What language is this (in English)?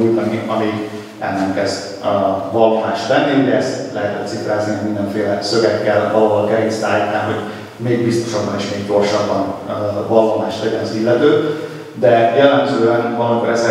Hungarian